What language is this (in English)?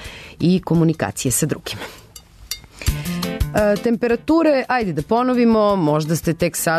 Serbian